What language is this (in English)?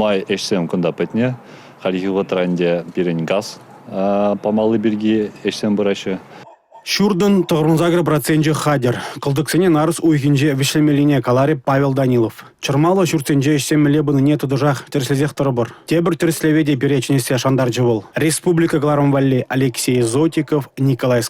Chuvash